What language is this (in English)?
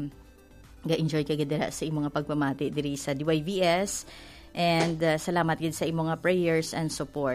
Hiligaynon